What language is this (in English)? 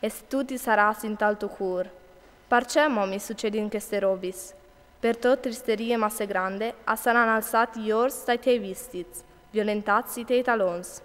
Friulian